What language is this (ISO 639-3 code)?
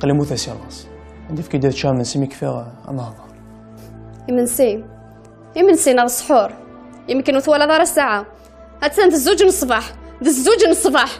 kab